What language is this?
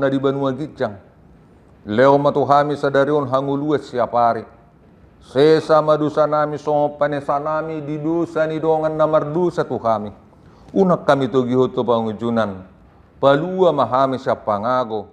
Batak Toba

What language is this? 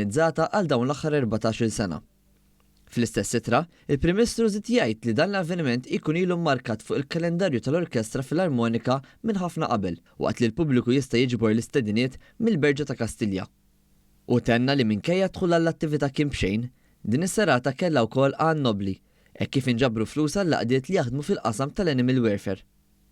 Maltese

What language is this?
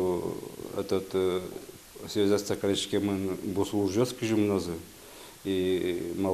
Udmurt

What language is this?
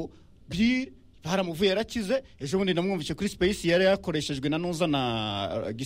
Kinyarwanda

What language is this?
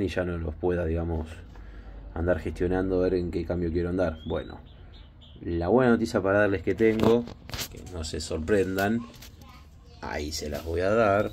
Spanish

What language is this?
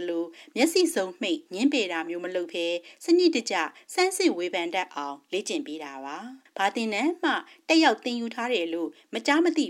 Burmese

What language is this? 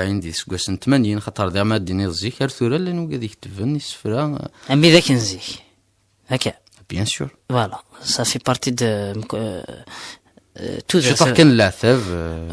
Kabyle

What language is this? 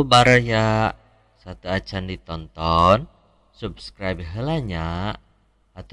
Sundanese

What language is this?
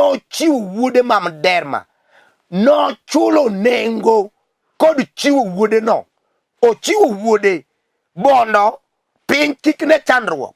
Luo (Kenya and Tanzania)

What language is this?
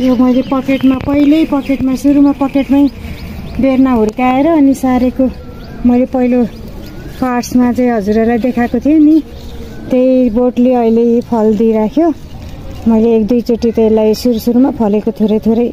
Nepali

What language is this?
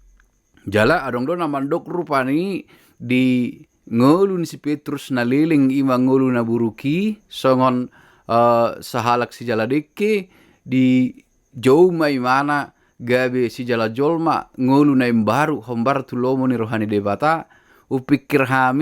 Batak Toba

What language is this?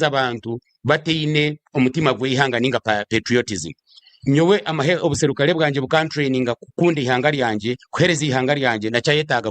Nyankole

